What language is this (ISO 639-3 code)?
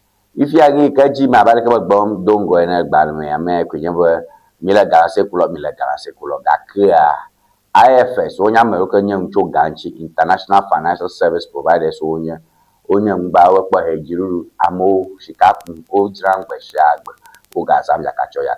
ewe